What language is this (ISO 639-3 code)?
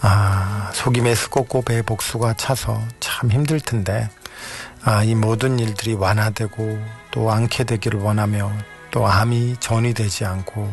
kor